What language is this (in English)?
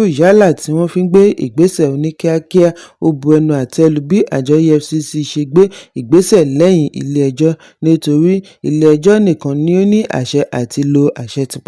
Yoruba